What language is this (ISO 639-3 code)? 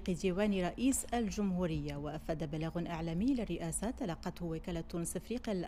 ara